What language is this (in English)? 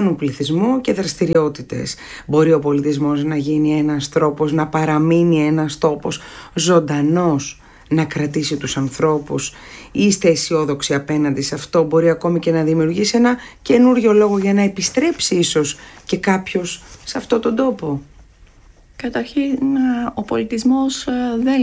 Greek